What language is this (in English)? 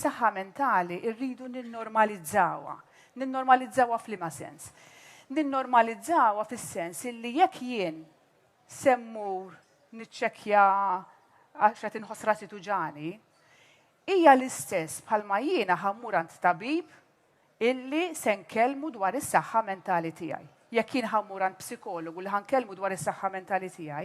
Maltese